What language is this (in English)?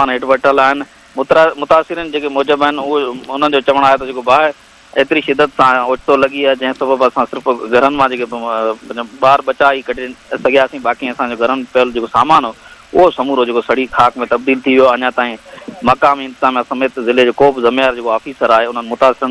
Sindhi